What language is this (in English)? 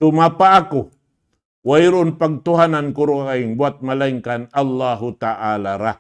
Tausug